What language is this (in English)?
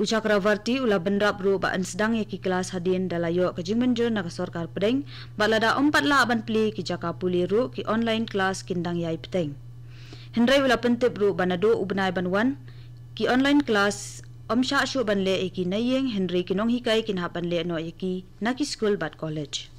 Khasi